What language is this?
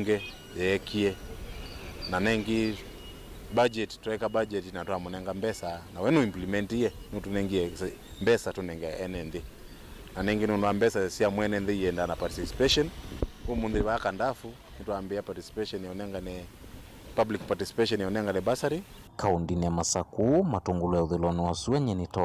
Kamba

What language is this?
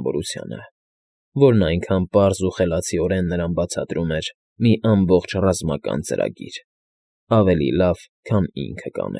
Armenian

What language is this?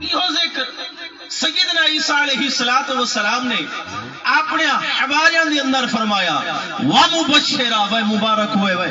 Saraiki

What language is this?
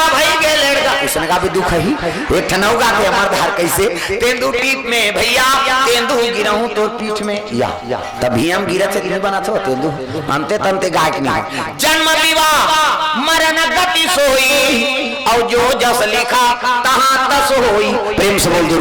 Chhattisgarhi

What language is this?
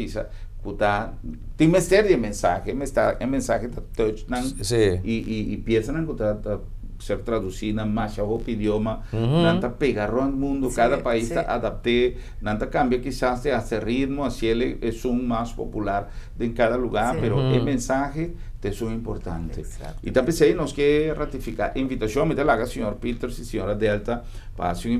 Papiamento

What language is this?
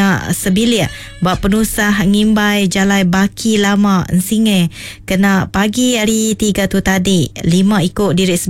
Iban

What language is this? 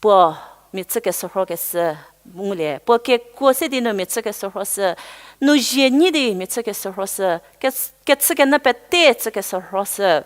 Angami Naga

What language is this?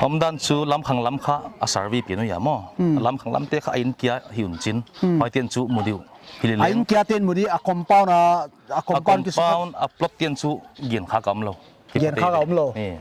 Paite Chin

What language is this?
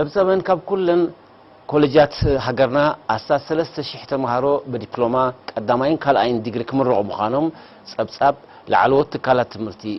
Tigrinya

